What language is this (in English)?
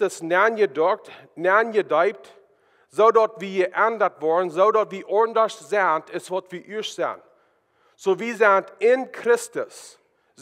Plautdietsch